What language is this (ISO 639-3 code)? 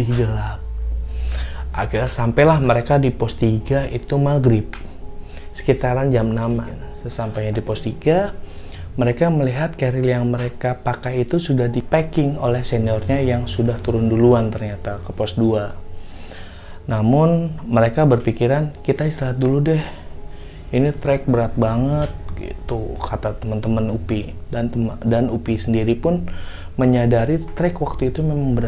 ind